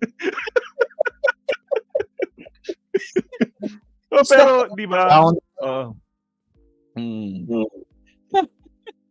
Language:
Filipino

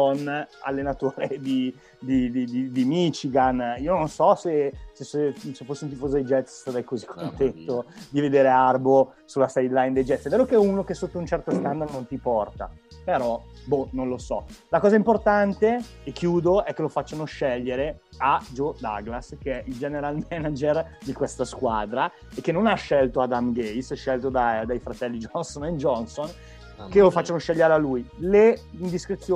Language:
Italian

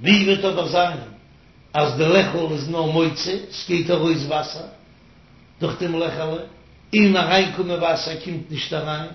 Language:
Yiddish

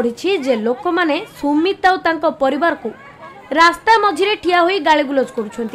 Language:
Odia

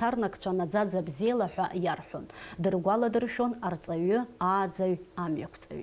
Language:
Abkhazian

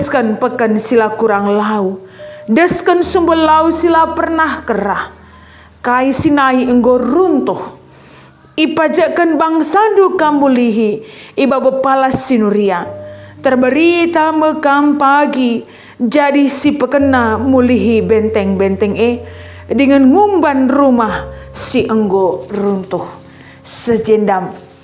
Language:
Batak Karo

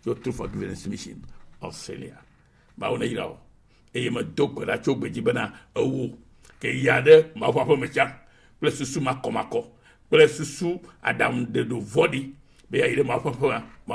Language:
Ewe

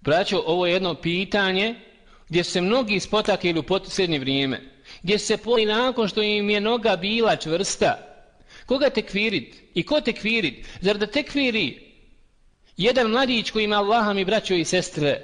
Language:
Bosnian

